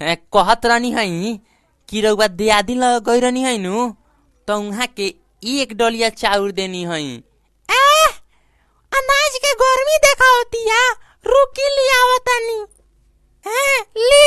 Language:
Bhojpuri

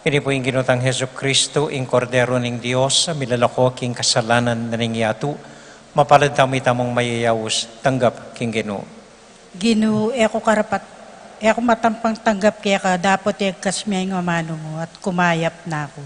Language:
Pampanga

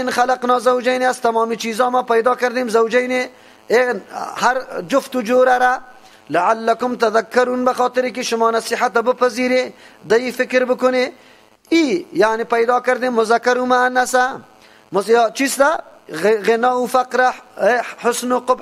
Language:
Persian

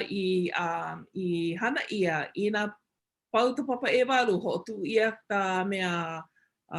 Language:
Hawaiian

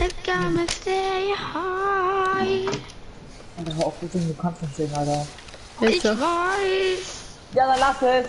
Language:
Bavarian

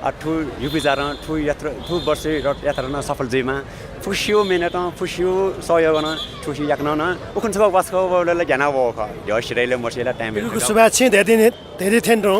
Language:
Newari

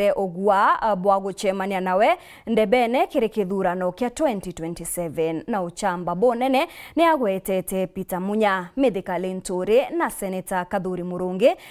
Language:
Meru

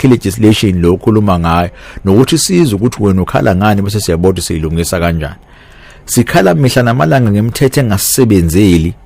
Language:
Zulu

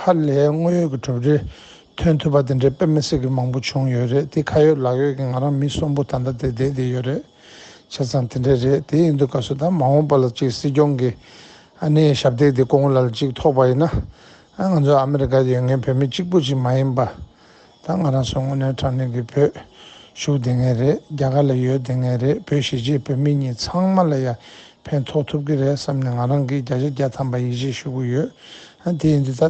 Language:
Tibetan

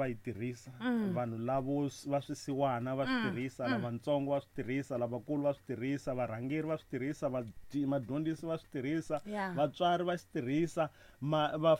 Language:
Tsonga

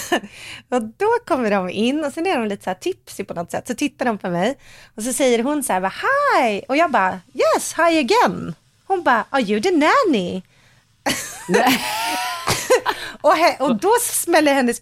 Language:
Swedish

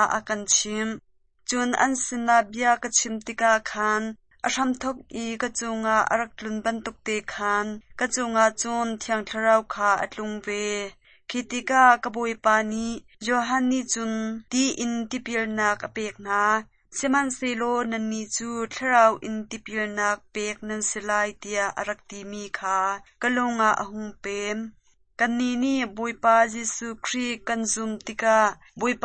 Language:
Hakha Chin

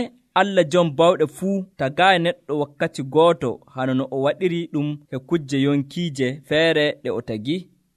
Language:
Nigerian Fulfulde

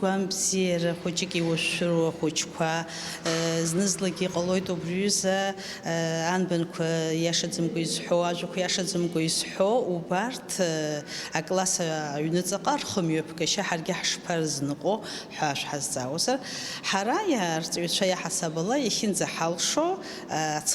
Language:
Abkhazian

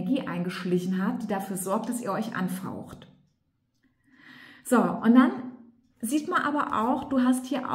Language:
German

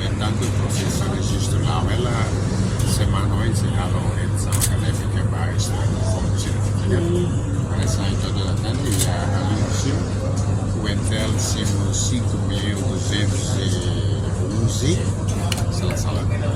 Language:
Tetum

